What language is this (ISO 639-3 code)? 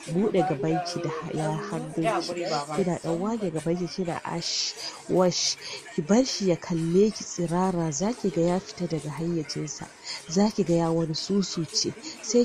hau